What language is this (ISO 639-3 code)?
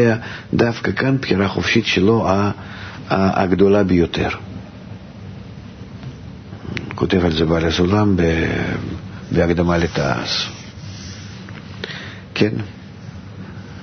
heb